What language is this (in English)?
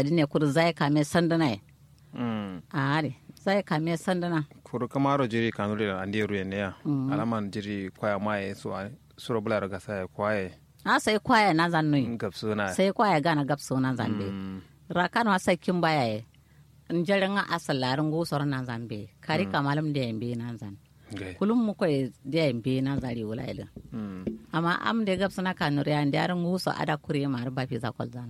Kanuri